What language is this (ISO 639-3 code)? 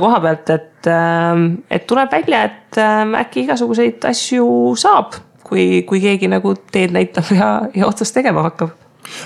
est